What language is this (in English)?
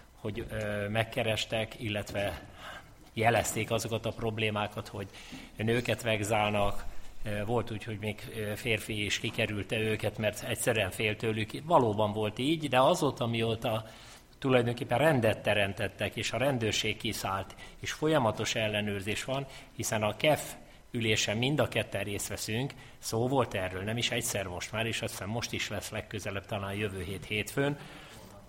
Hungarian